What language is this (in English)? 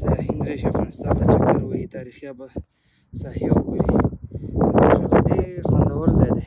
Pashto